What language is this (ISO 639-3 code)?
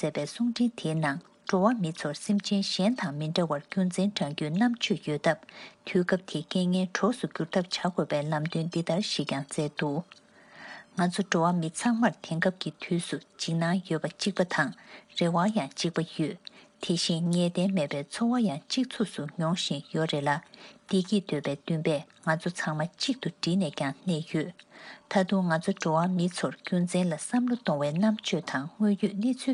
bod